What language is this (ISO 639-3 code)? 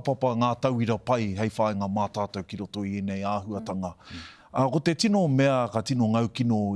mri